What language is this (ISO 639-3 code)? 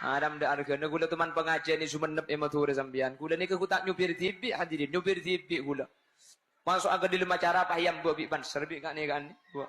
mad